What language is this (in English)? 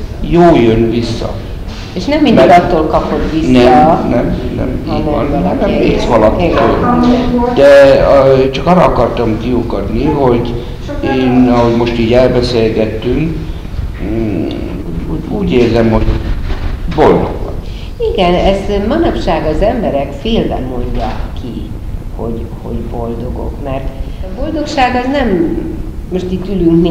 Hungarian